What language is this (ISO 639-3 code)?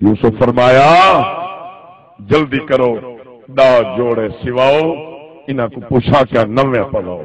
skr